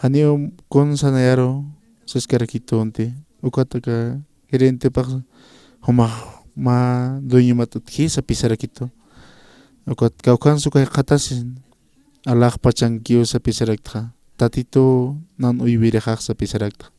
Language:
Aymara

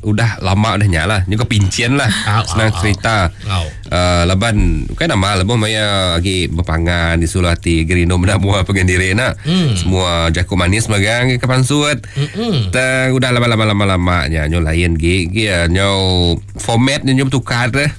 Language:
Iban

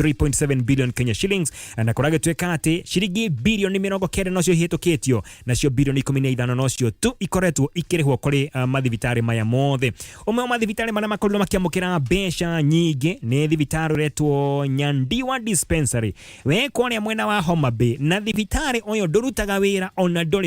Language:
Kikuyu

